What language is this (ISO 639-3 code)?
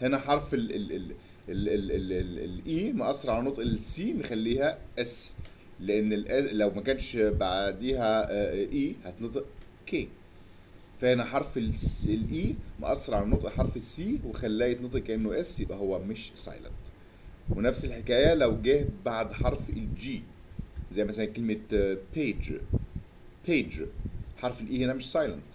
arz